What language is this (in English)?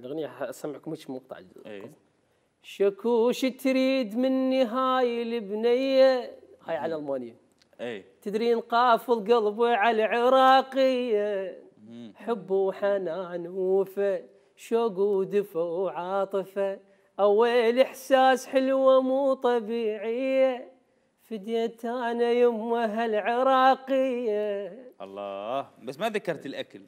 Mesopotamian Arabic